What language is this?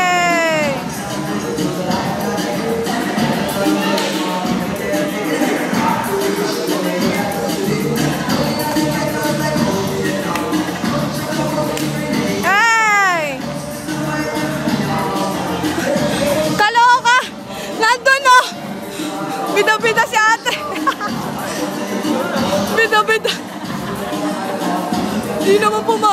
Filipino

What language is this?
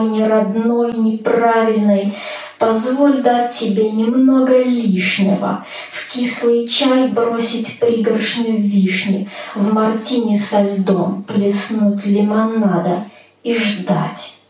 Russian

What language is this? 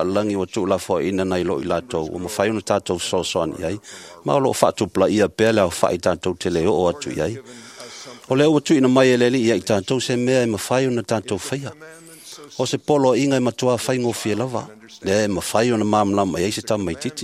Samoan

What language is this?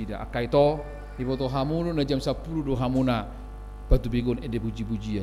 Batak Toba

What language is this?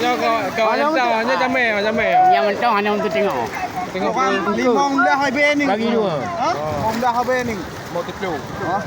Achinese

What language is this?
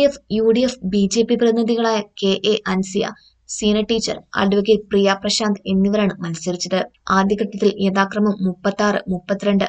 Malayalam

